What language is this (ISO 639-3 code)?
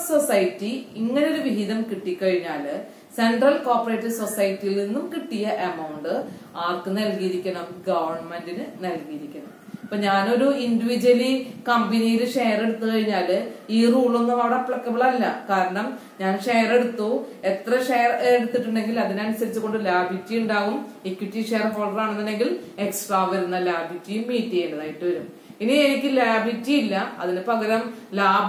mal